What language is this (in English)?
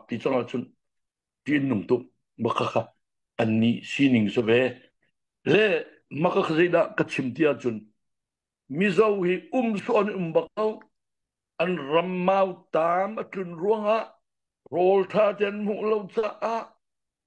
Hakha Chin